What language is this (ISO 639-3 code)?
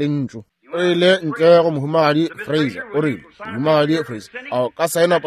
nso